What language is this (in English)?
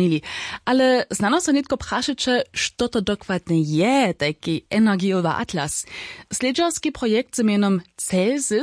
Upper Sorbian